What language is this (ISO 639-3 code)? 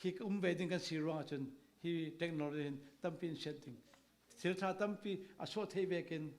cfm